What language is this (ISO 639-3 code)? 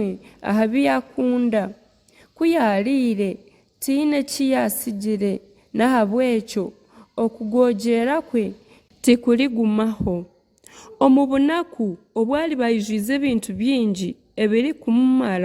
nyn